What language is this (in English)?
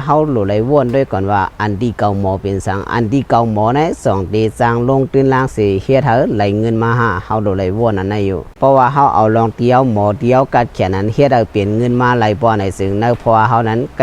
Shan